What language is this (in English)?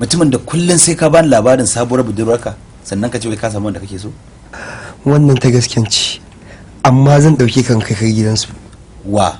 Hausa